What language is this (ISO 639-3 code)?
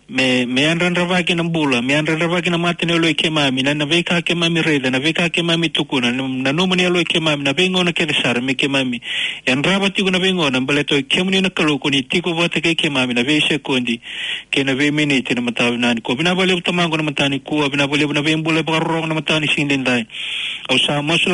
fij